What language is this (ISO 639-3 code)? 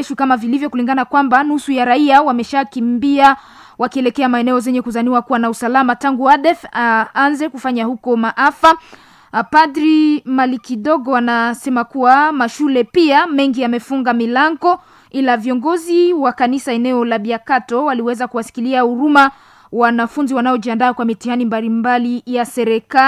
swa